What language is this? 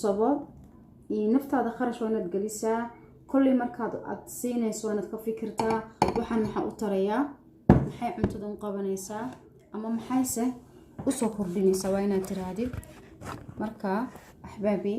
Somali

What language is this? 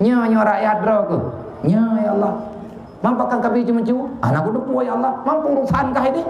Achinese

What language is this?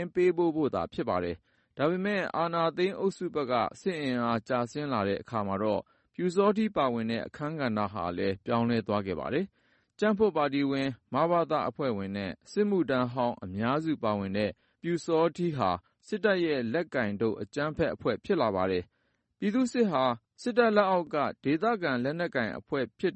Burmese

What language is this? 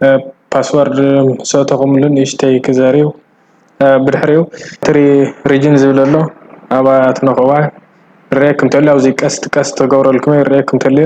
Tigrinya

